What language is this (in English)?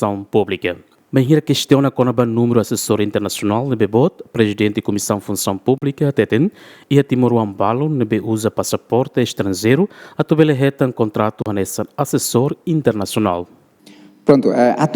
Tetum